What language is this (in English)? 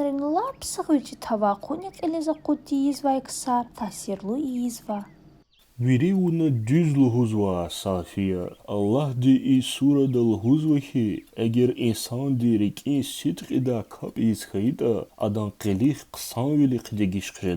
Lezghian